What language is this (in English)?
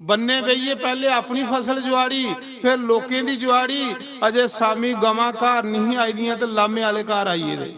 Dogri